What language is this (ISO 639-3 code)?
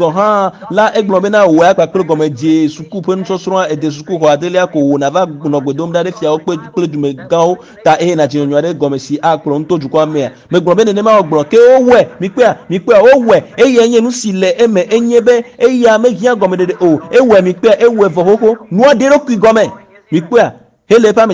ewe